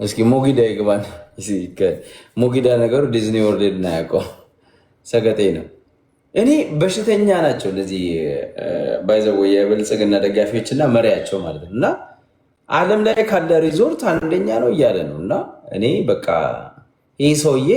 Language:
Amharic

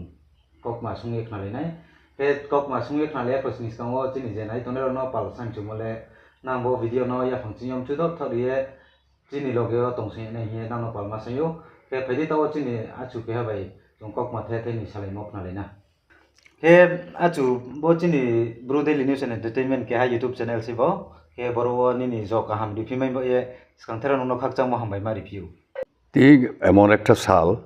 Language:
Riang (India)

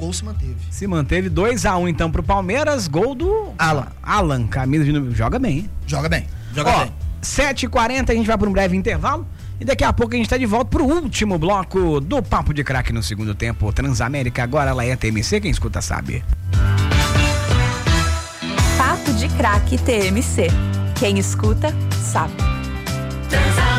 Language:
Portuguese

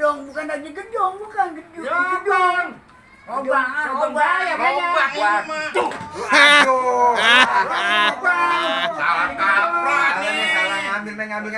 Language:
Betawi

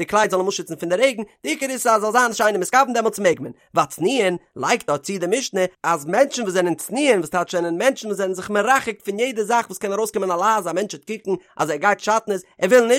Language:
Yiddish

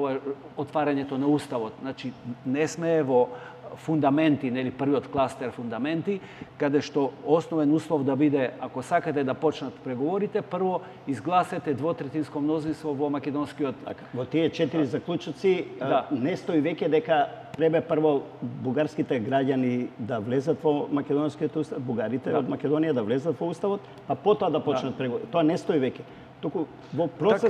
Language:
Macedonian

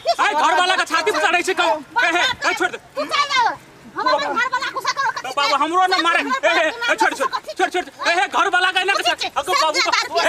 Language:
Maithili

